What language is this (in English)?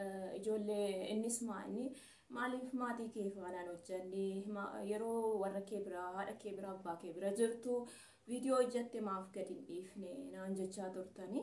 Oromo